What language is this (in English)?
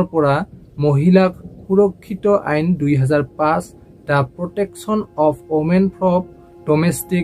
Assamese